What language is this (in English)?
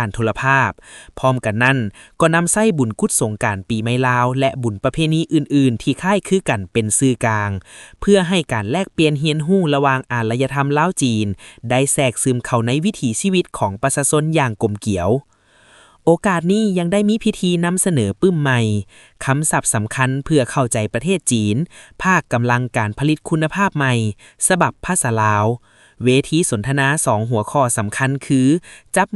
Lao